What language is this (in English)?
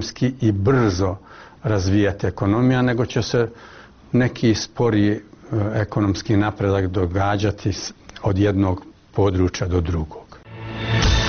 Croatian